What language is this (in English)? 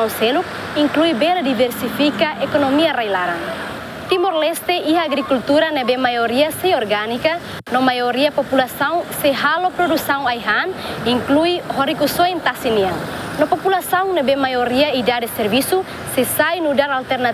Tetum